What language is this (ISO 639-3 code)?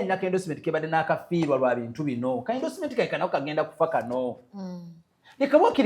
lug